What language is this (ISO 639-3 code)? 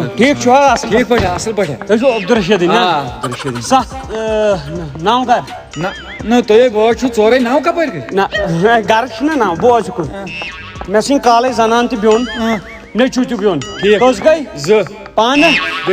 kas